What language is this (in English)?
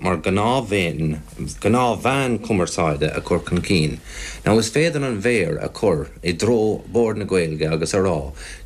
Irish